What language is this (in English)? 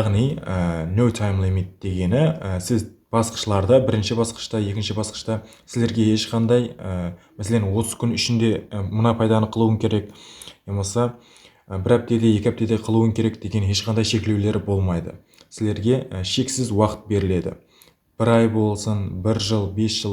Kara-Kalpak